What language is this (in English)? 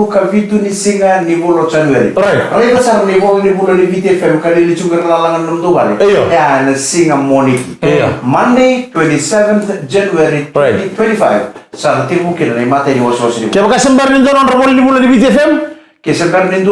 Fijian